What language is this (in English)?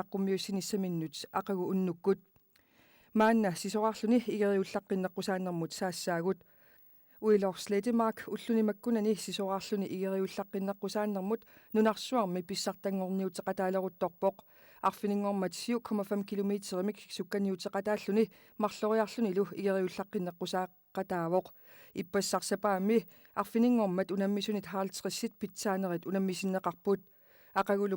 Kalaallisut